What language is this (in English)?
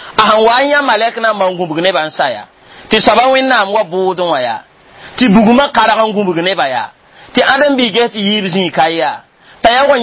Mossi